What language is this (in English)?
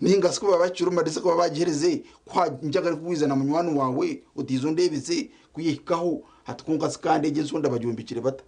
Nyankole